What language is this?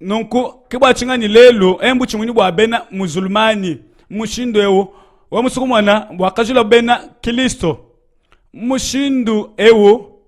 Luba-Lulua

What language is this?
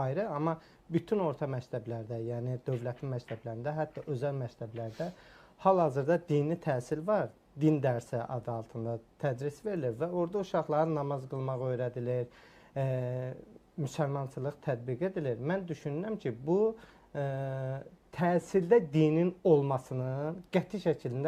Azerbaijani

